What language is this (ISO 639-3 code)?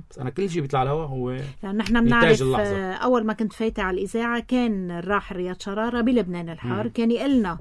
apc